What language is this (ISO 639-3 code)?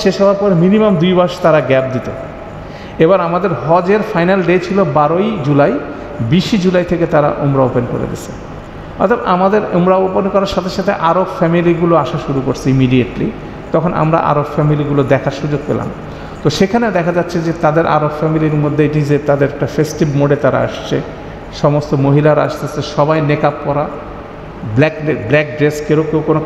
ben